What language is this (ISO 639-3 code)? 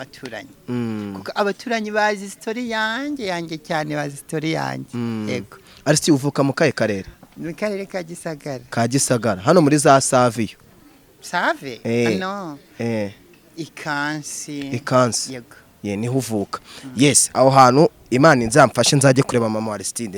kin